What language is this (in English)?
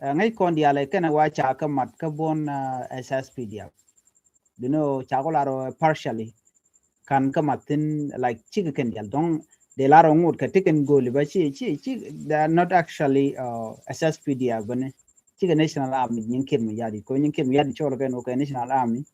Nuer